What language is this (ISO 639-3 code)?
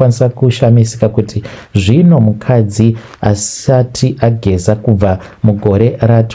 sna